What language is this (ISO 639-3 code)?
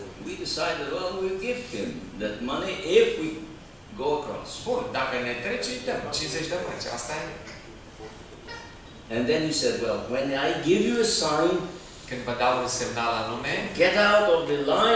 ron